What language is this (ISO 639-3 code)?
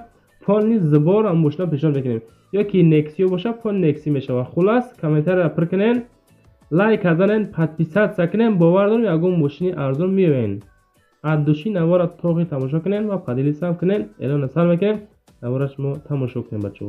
tgk